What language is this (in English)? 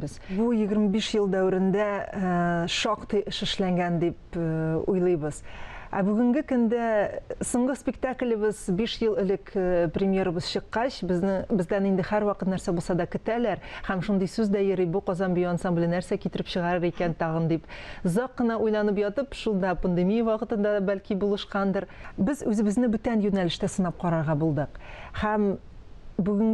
Tatar